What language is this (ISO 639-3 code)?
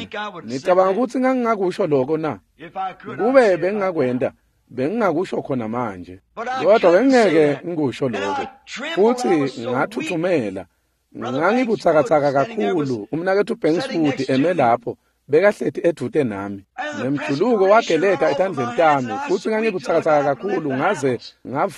ssw